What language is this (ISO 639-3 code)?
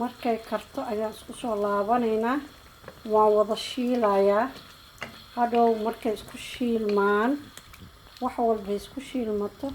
som